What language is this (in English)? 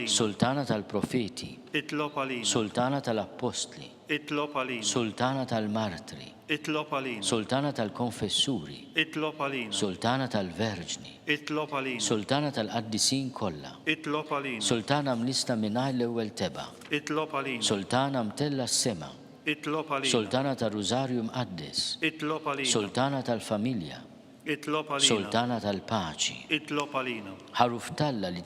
Maltese